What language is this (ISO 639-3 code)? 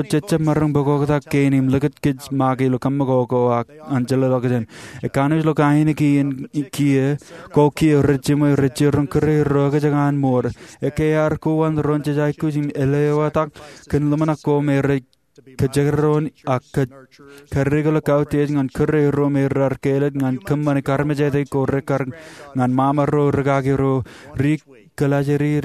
mah